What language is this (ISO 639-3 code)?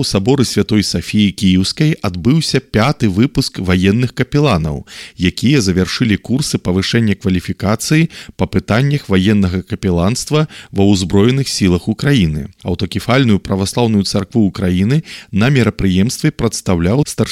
bel